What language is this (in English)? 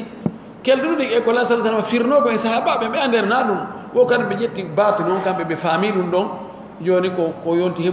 Pular